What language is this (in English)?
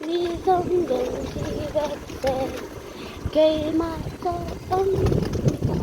Mizo